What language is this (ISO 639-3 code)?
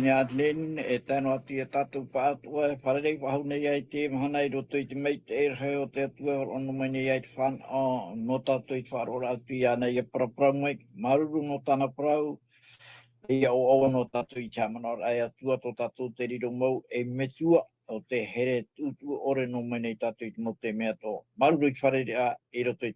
tah